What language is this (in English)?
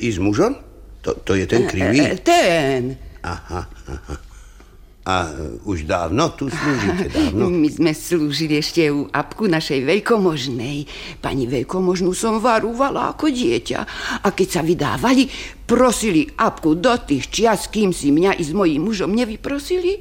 Slovak